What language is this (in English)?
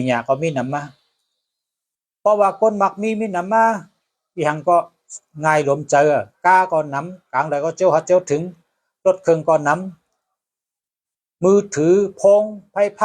Shan